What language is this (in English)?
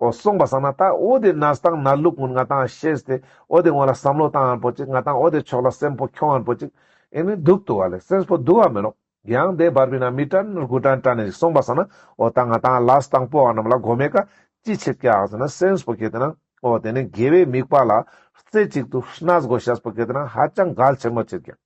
Ladakhi